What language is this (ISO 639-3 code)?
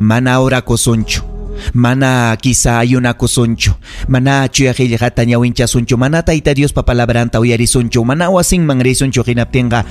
quy